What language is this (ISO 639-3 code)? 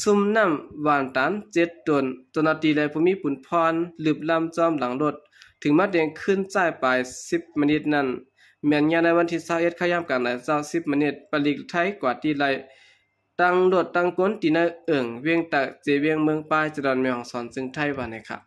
shn